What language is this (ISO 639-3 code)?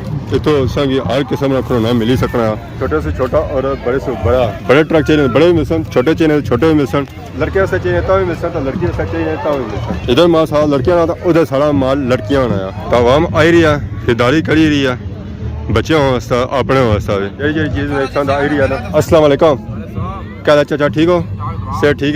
phr